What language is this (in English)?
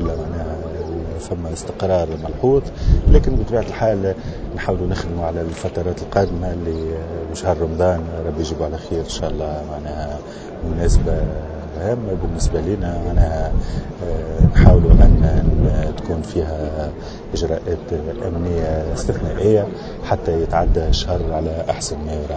Tunisian Arabic